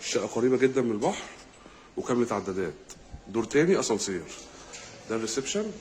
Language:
Egyptian Arabic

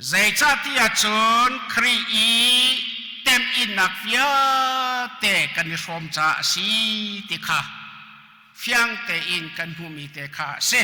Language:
Hakha Chin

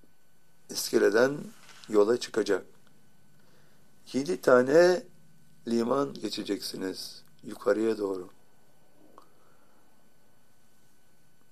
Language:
Turkish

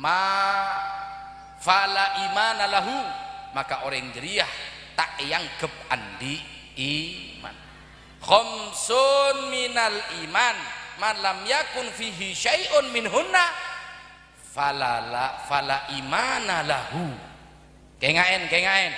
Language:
Madurese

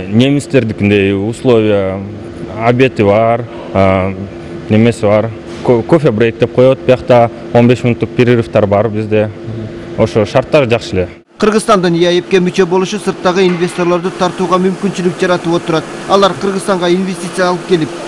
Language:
Kyrgyz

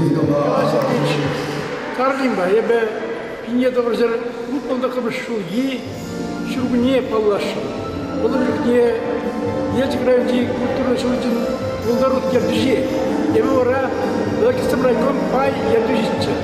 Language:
Chuvash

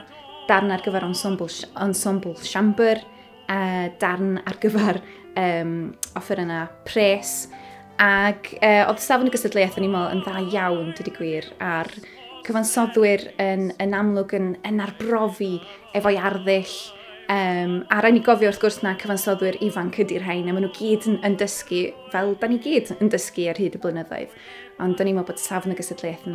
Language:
Welsh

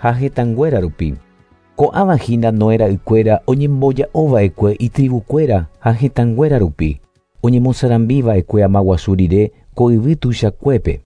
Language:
Guarani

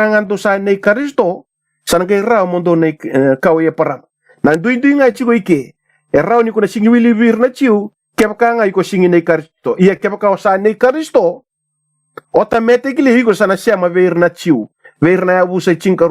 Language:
Fijian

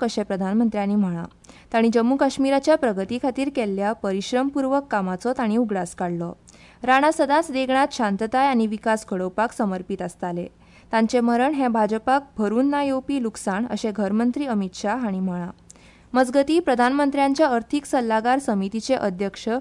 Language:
Konkani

